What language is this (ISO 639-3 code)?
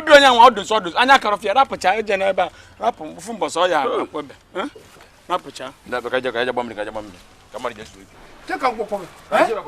ibo